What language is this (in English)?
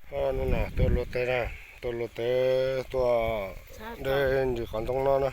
Hmong